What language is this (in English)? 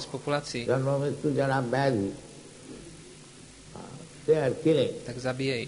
Czech